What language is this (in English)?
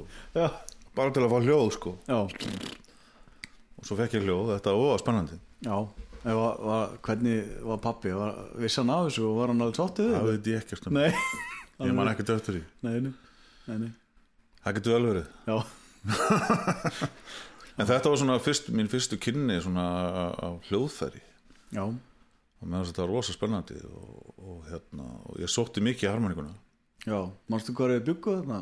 Icelandic